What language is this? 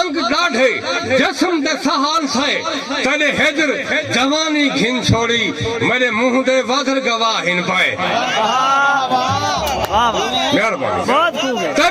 Saraiki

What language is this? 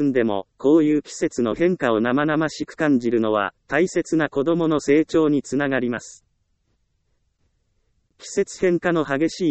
Japanese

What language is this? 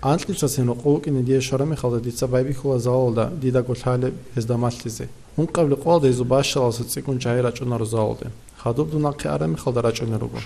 Avaric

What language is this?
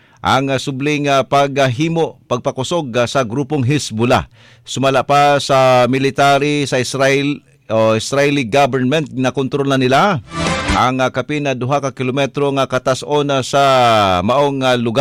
Cebuano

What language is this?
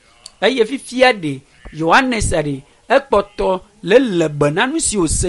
Ewe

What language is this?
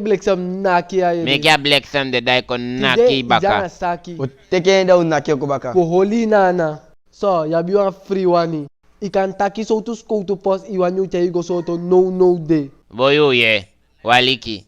Eastern Maroon Creole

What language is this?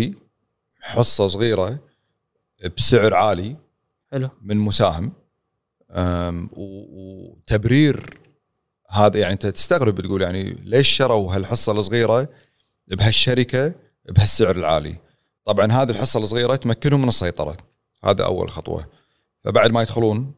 Gulf Arabic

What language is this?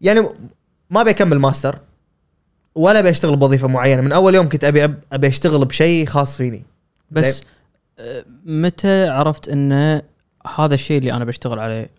Gulf Arabic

